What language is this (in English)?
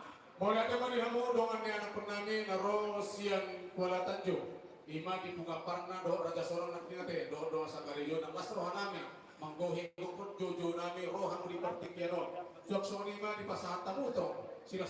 Batak Toba